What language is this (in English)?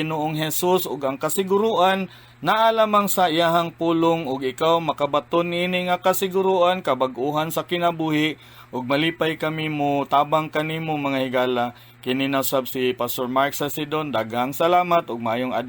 Cebuano